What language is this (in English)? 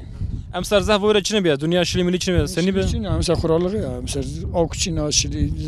Zaza